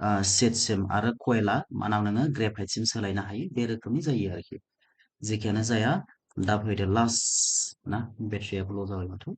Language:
Bodo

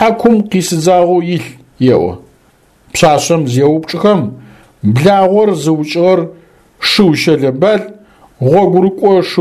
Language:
Adyghe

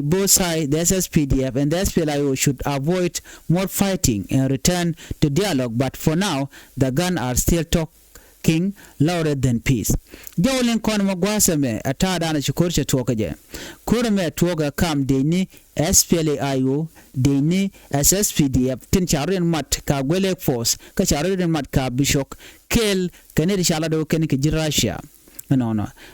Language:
Nuer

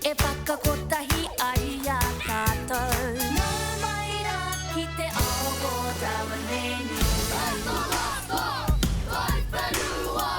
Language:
Māori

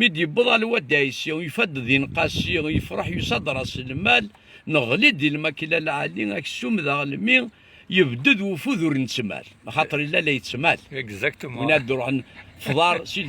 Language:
Kabyle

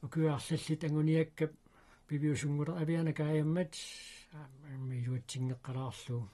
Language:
Kalaallisut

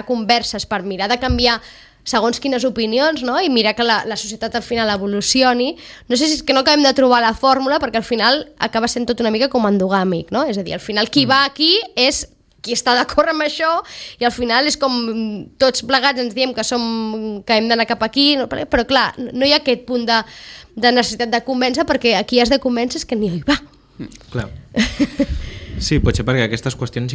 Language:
Catalan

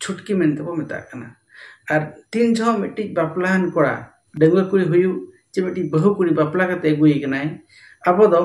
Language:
Santali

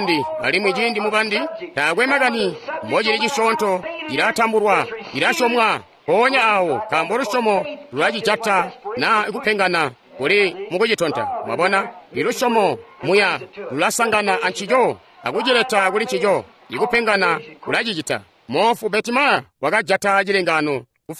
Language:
Tonga (Zambia)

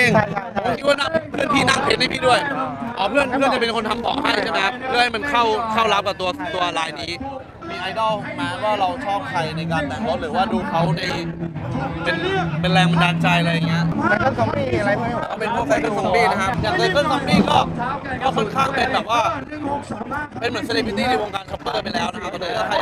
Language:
Thai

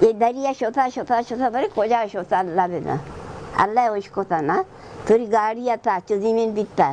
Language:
Baluchi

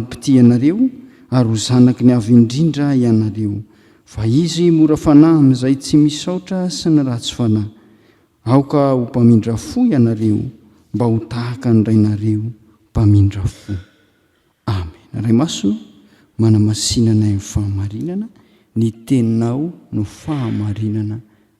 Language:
Malagasy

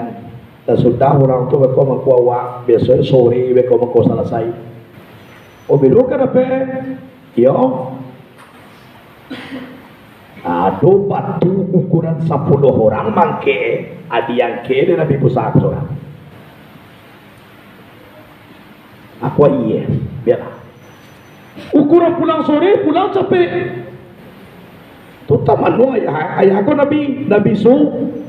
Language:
Minangkabau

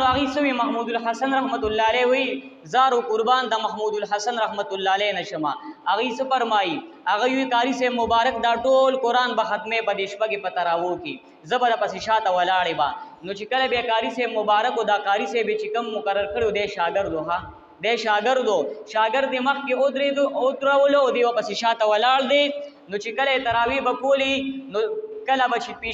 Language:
Pashto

